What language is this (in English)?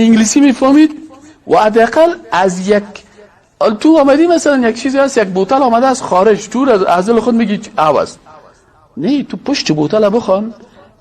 Persian